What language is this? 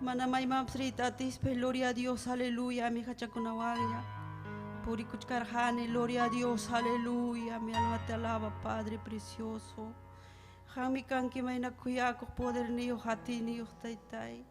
Ayacucho Quechua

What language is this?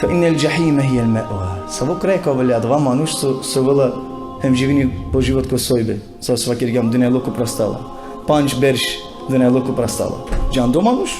Balkan Romani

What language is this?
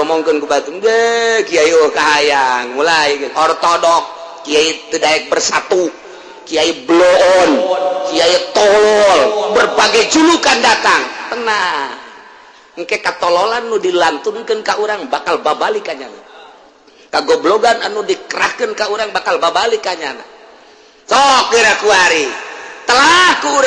Sundanese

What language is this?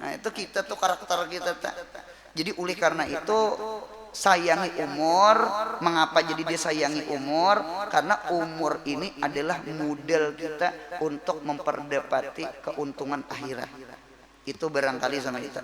Banjar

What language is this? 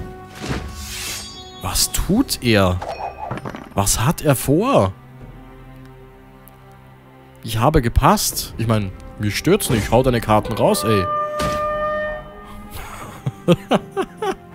German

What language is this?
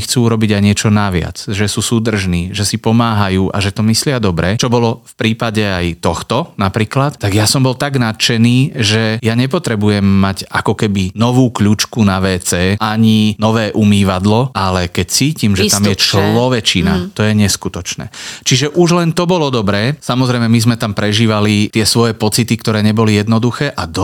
Slovak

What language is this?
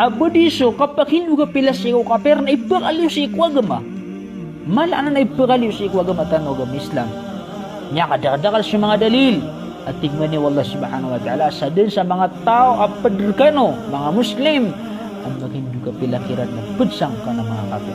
Maranao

